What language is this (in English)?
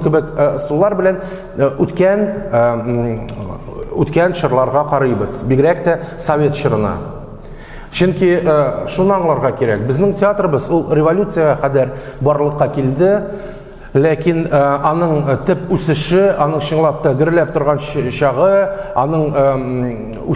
Tatar